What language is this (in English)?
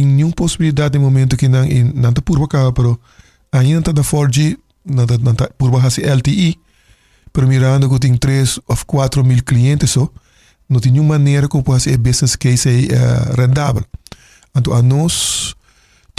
Papiamento